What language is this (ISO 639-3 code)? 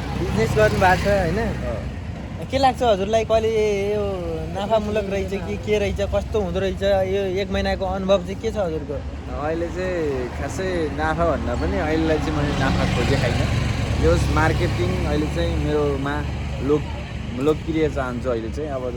nep